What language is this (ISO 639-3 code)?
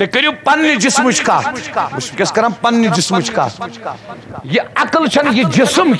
kas